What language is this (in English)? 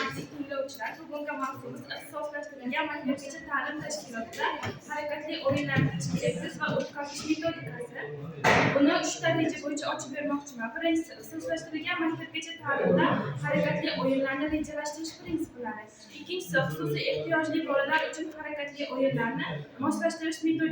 Uzbek